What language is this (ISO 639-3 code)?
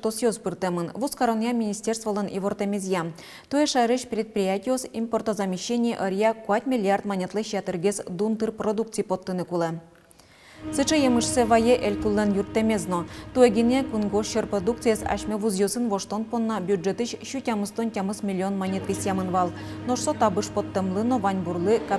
udm